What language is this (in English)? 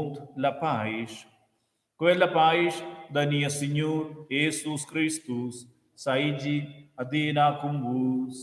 Romansh